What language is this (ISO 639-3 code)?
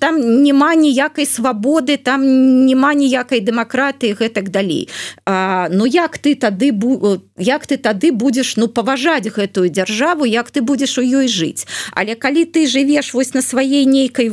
bel